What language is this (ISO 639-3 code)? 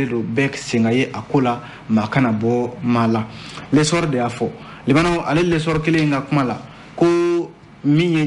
bam